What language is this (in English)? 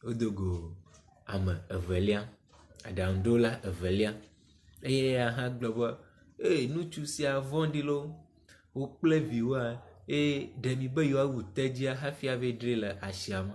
Ewe